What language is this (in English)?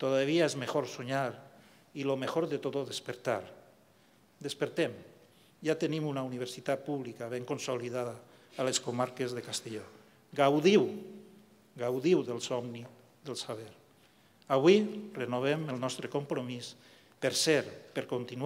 Catalan